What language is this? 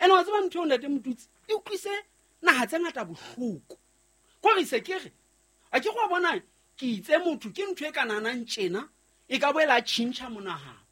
Southern Sotho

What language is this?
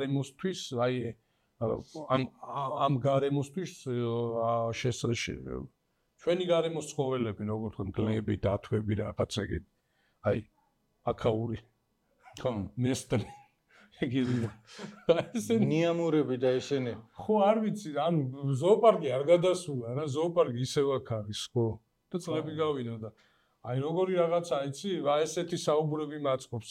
Georgian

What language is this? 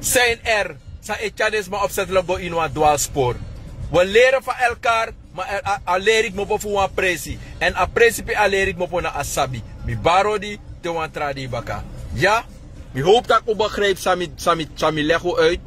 Sranan Tongo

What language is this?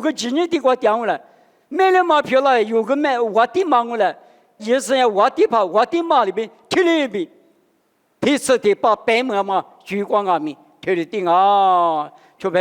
Lisu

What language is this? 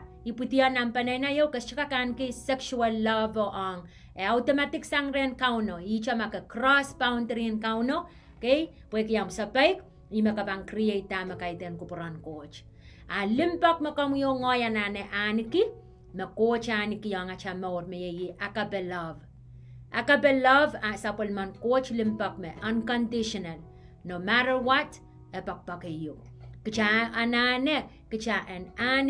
Pohnpeian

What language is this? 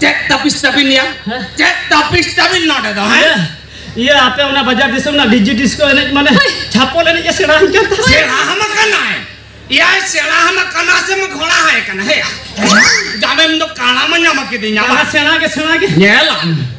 Santali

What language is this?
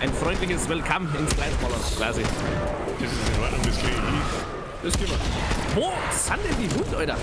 Bavarian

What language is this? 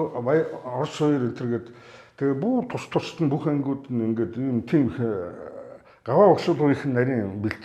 Mongolian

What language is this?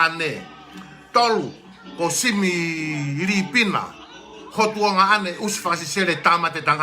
Tongan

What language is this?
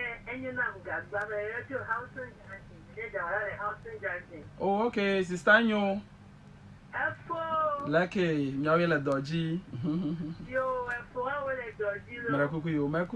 Ewe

